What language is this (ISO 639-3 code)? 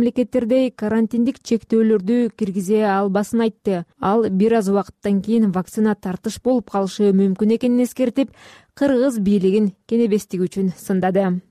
kir